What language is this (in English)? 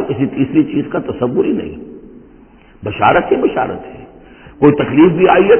Urdu